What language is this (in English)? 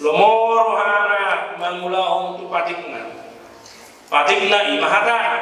Batak Toba